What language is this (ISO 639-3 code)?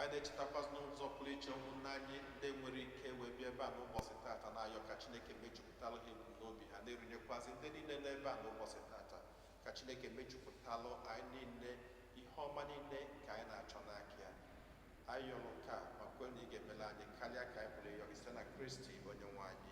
ibo